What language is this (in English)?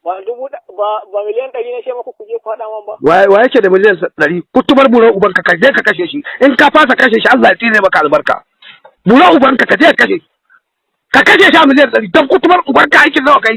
Hausa